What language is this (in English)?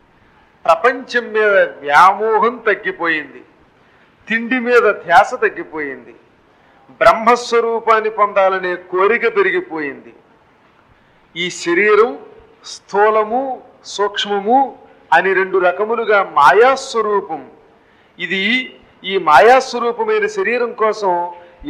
Telugu